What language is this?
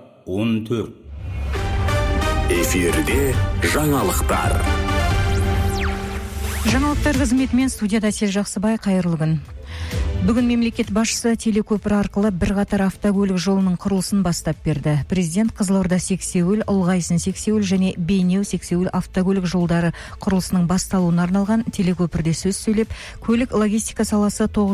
Kazakh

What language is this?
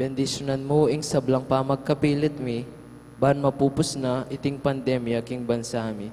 Pampanga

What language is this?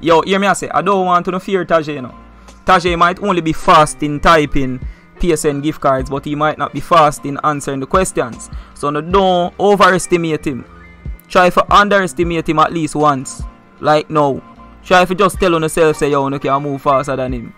Jamaican Creole English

